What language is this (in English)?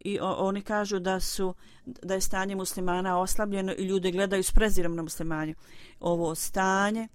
Bosnian